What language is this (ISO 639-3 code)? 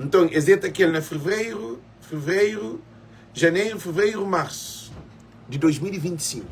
kea